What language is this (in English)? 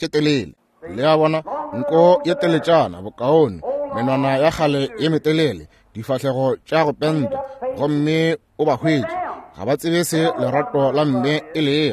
Northern Sotho